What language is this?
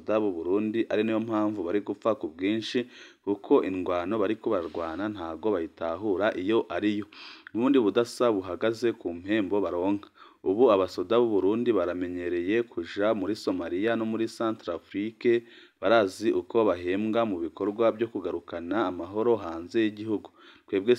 Rundi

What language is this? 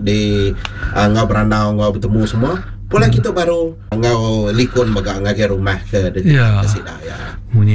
Iban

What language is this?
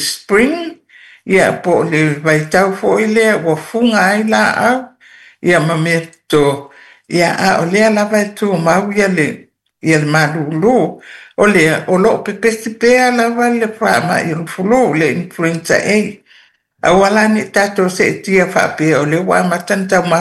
Samoan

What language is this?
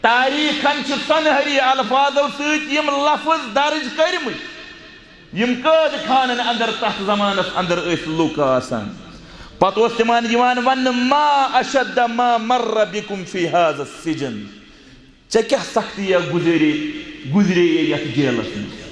Kashmiri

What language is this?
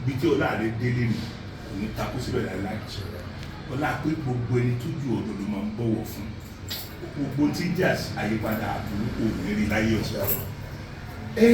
Yoruba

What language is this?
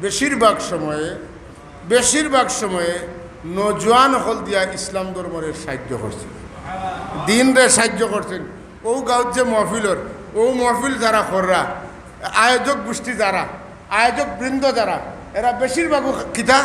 Sylheti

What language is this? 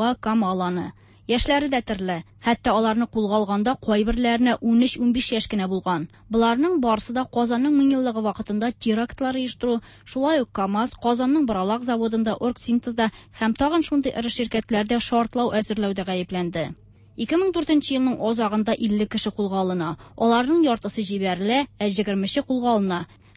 Tatar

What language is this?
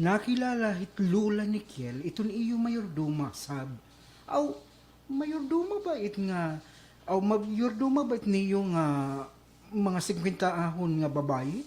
Waray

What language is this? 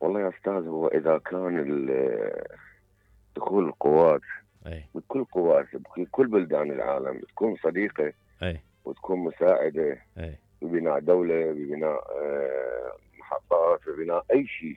Mesopotamian Arabic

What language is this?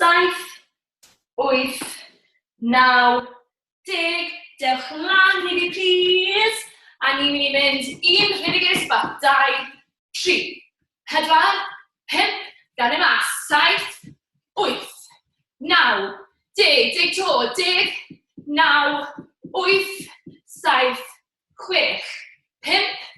Welsh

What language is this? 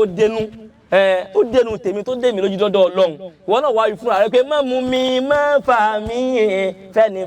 Yoruba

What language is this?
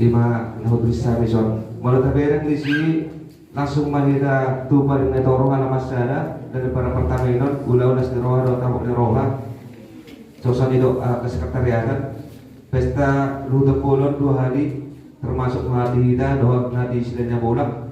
Batak Toba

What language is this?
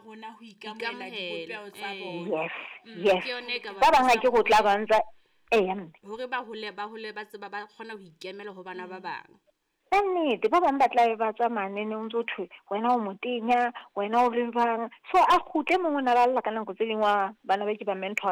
Southern Sotho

